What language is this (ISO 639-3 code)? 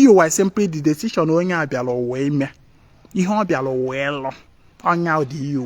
ibo